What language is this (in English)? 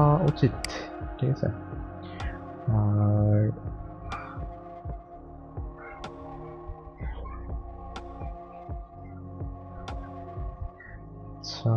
Bangla